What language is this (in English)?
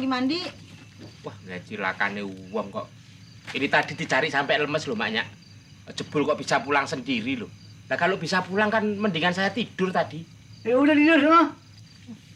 Betawi